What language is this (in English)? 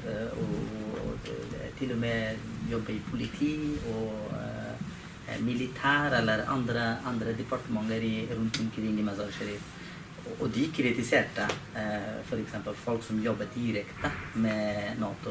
Norwegian